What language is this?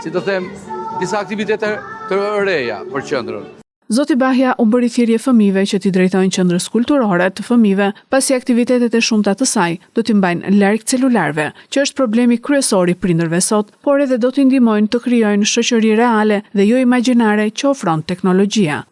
Albanian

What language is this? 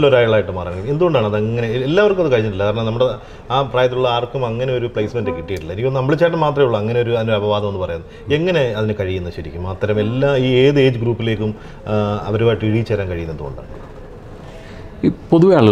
Malayalam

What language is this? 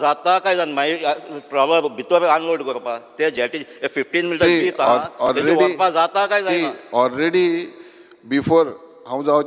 Konkani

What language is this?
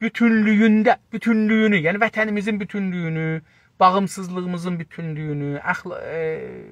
South Azerbaijani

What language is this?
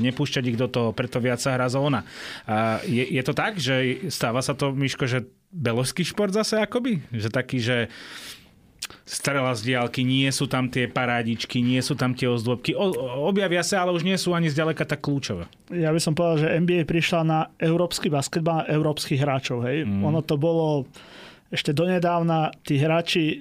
Slovak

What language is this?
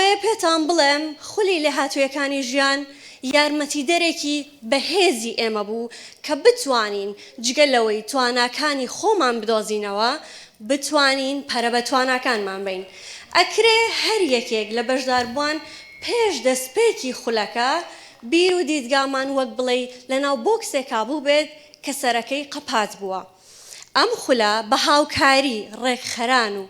Central Kurdish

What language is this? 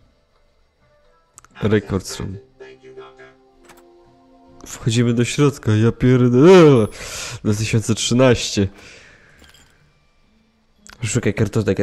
Polish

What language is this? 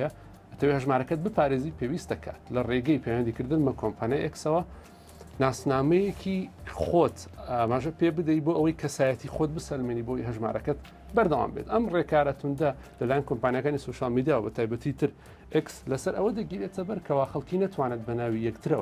Central Kurdish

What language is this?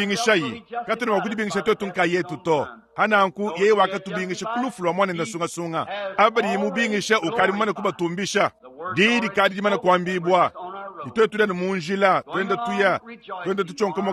Luba-Lulua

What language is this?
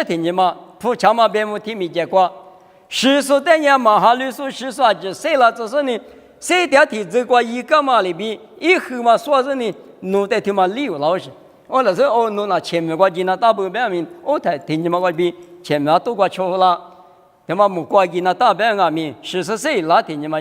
Lisu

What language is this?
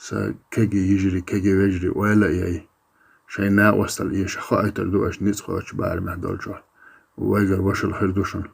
Chechen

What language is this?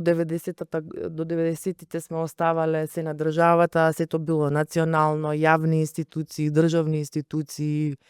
Macedonian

